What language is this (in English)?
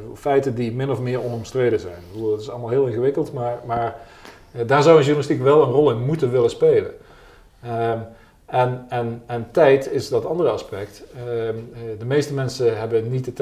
Dutch